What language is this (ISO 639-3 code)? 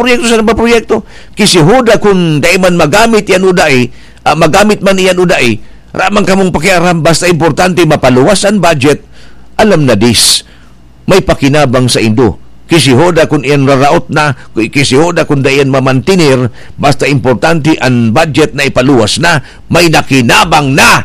bik